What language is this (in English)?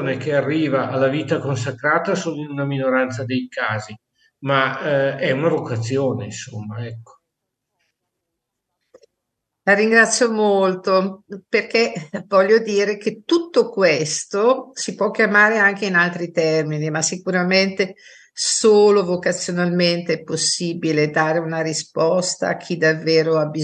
Italian